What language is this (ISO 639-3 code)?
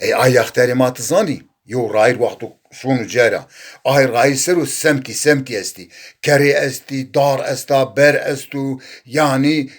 zza